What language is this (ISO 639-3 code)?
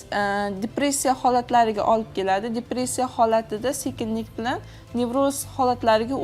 uzb